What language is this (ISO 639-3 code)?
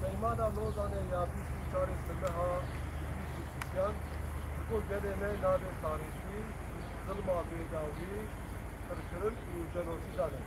kur